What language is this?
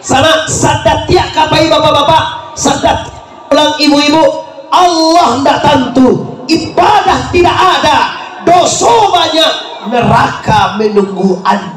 Minangkabau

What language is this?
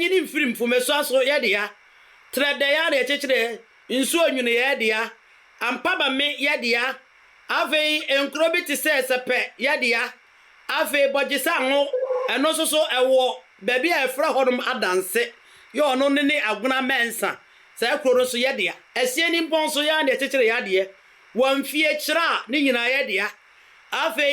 Akan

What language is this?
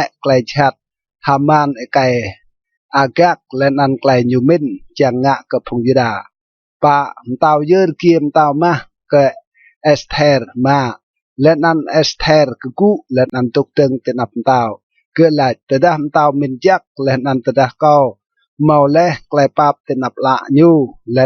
Rade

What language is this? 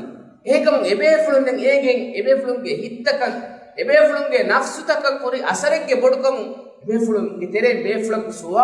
Divehi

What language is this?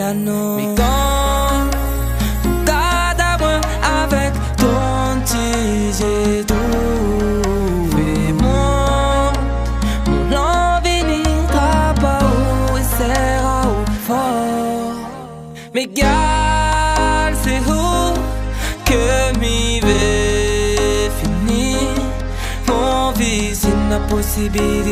Réunion Creole French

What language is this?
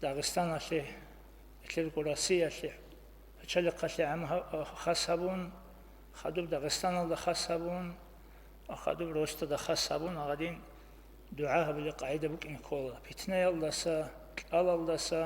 Avaric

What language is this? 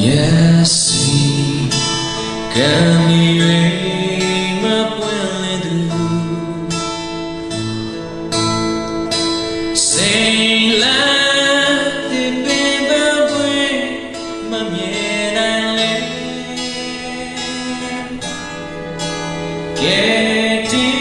Burmese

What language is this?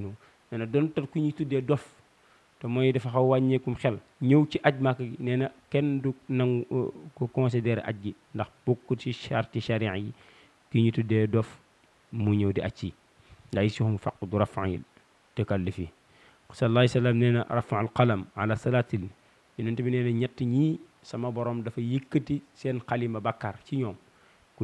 Wolof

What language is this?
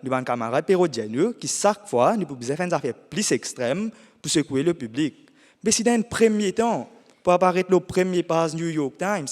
Morisyen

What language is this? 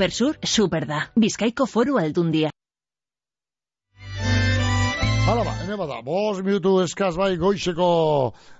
Basque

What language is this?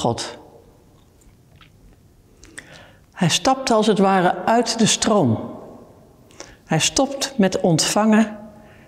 Dutch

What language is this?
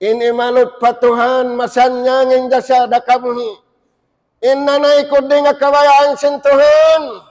Tausug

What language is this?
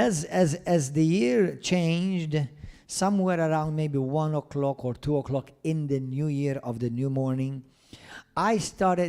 English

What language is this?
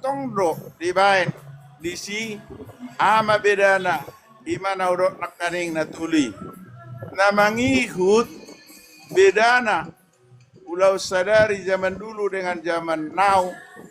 Batak Toba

